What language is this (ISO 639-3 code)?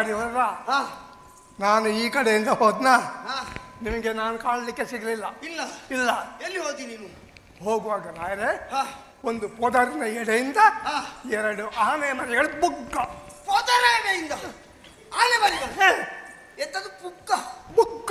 kan